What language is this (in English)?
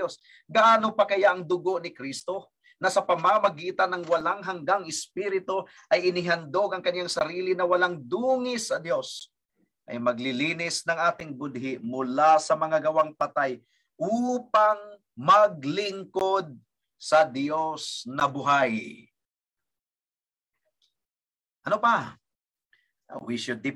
Filipino